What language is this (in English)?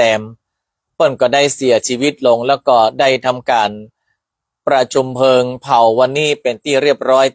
Northern Thai